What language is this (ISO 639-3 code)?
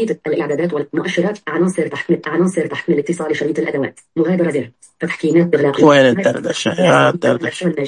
ars